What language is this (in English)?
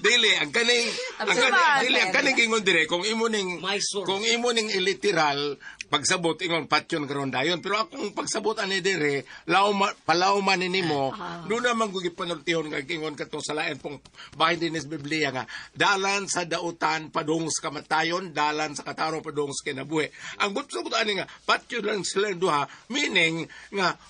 Cebuano